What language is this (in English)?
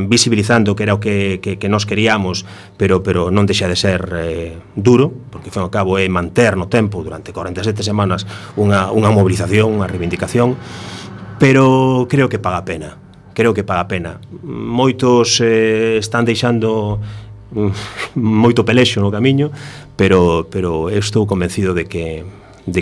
Galician